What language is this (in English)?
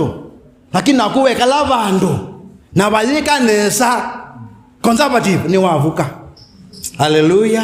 Kamba